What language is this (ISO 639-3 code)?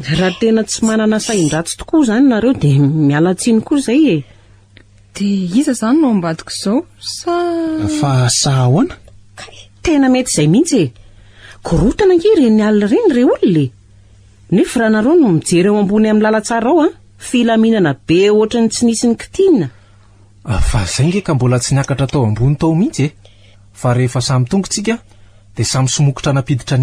mlg